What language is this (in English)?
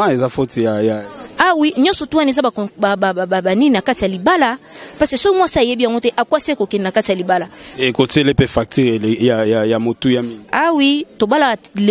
Lingala